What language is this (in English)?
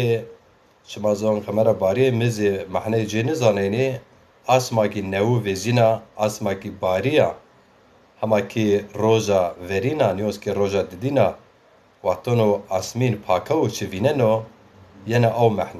Zaza